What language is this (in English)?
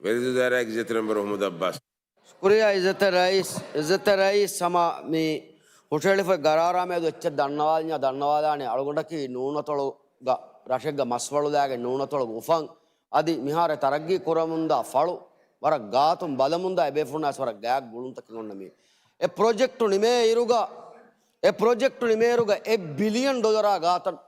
Divehi